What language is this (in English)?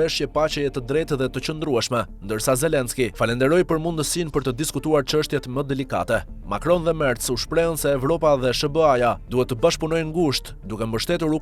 Albanian